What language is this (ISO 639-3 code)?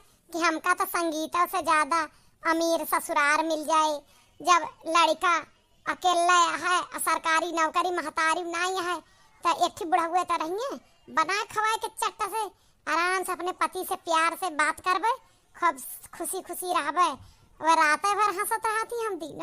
awa